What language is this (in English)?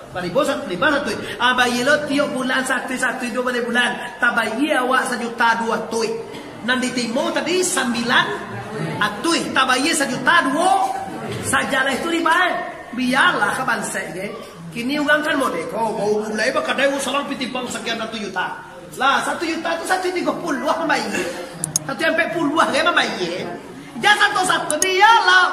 Minangkabau